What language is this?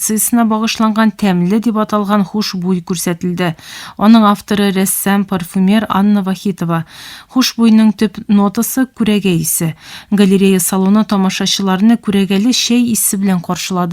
Tatar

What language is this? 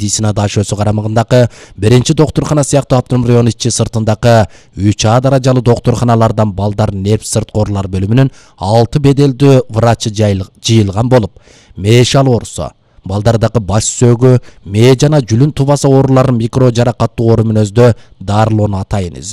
Kyrgyz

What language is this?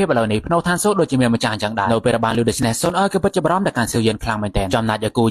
Khmer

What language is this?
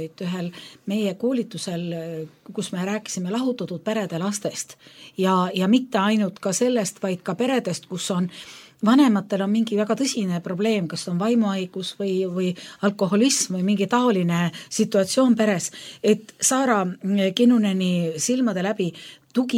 Estonian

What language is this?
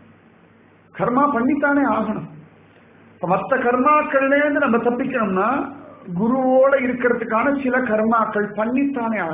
Tamil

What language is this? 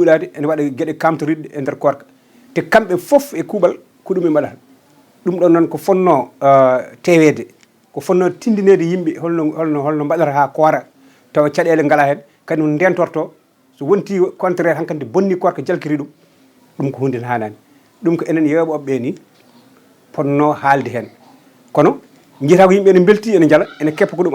Fula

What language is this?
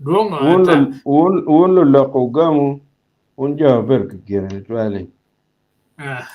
Acoli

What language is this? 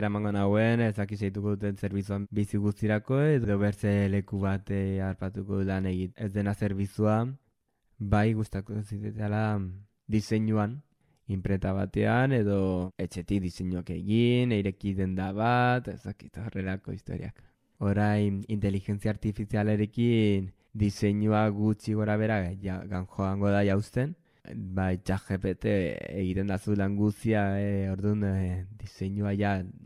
Basque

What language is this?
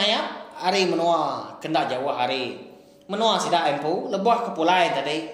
Iban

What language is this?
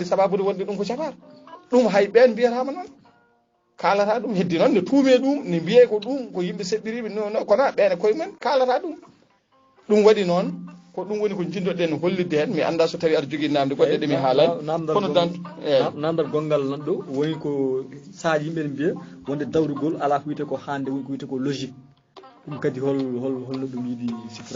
Fula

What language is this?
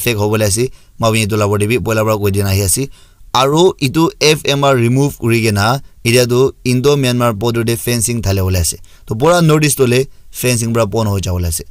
Naga Pidgin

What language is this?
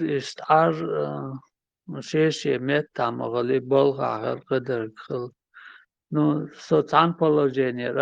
Chechen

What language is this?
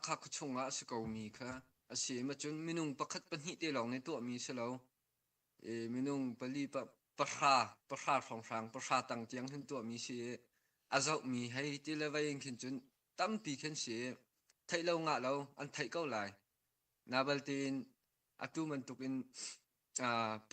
Hakha Chin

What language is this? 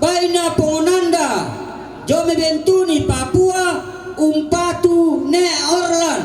Toraja-Sa'dan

